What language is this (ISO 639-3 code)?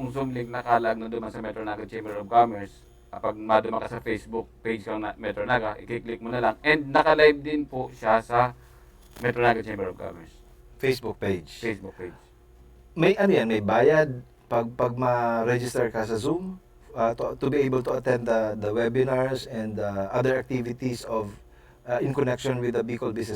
bik